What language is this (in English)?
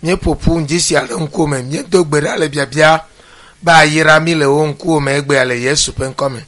Ewe